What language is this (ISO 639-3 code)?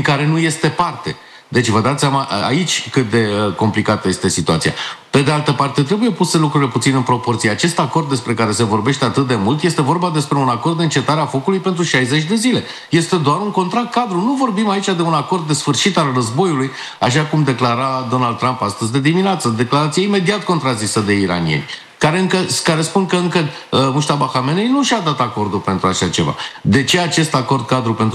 ron